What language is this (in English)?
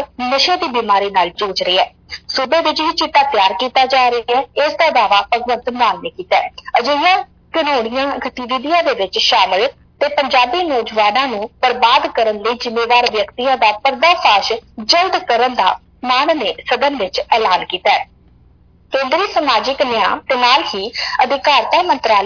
Punjabi